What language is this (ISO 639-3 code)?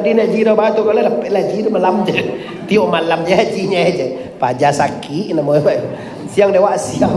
min